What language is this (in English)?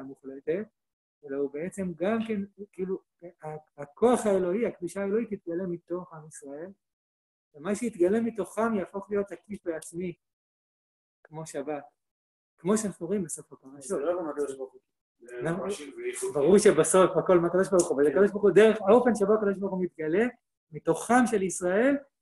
Hebrew